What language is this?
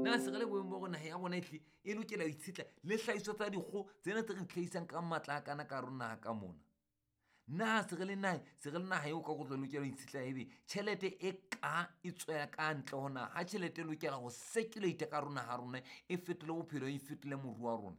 Southern Sotho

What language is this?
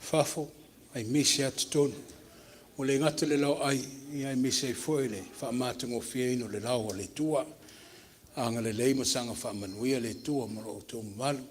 Samoan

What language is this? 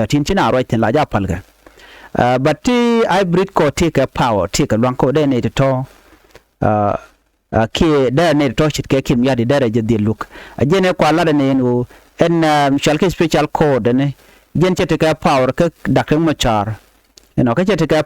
Nuer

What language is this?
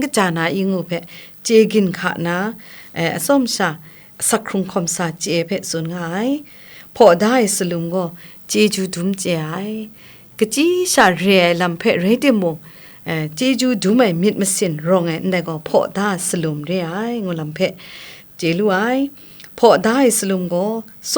Kachin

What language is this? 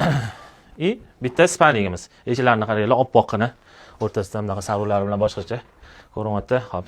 Uzbek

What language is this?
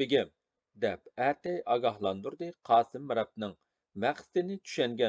Uyghur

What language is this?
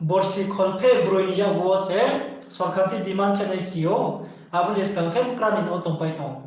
Riang (India)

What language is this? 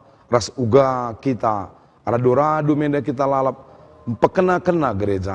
Batak Karo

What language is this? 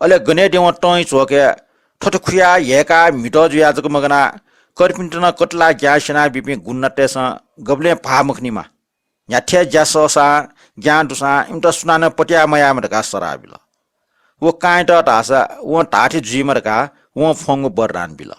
Newari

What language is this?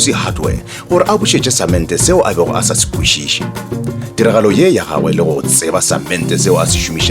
Northern Sotho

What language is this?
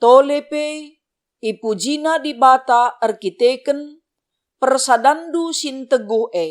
Batak Karo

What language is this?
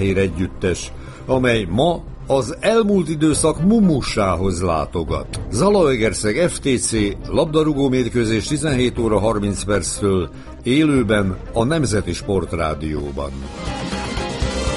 Hungarian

